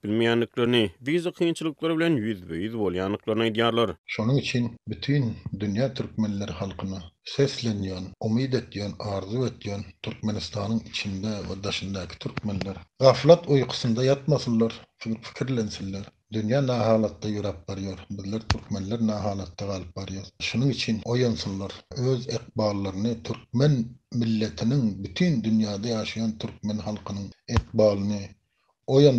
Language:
Turkmen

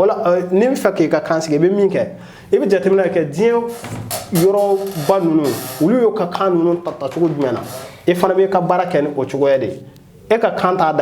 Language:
Bambara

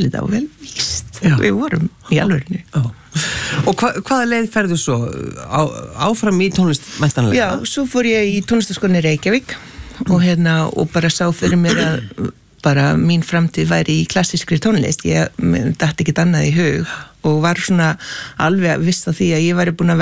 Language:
Icelandic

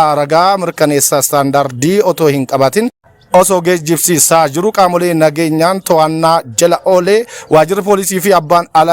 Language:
Oromo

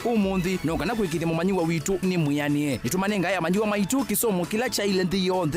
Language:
Kamba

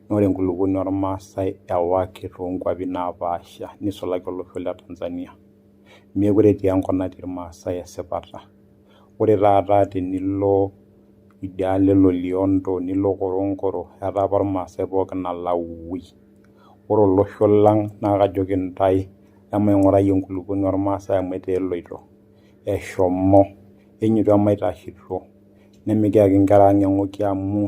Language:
Masai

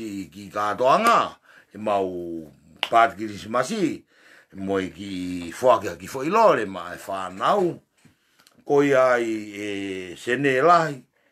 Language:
Tongan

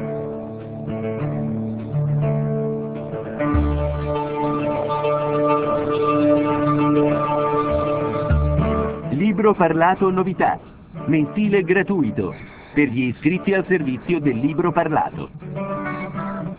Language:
Italian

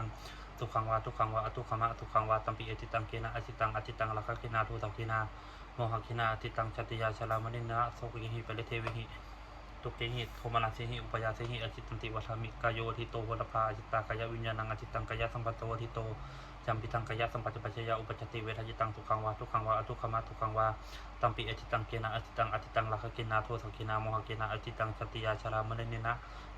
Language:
Pali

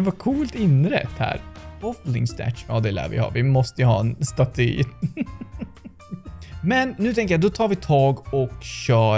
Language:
Swedish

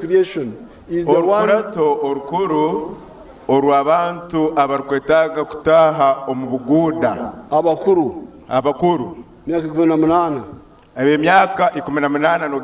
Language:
Nyankole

